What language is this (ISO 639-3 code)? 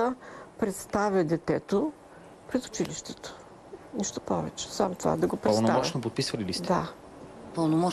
bul